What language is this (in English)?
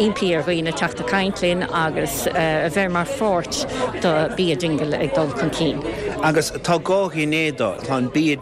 Irish